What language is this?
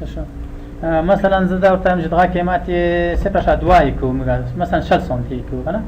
Pashto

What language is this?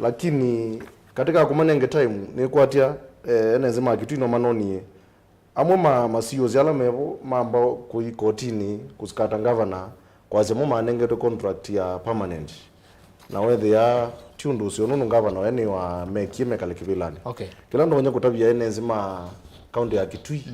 Kamba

